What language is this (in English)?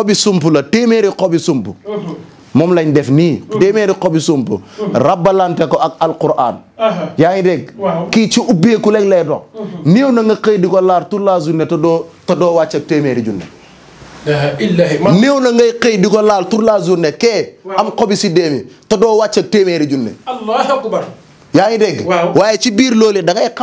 Wolof